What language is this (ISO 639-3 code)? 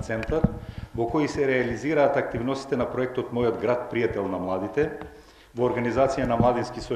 mkd